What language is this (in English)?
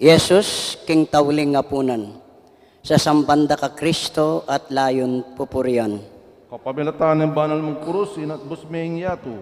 Pampanga